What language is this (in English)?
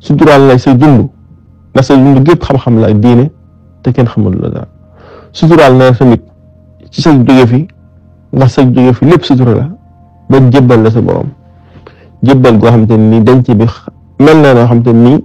Wolof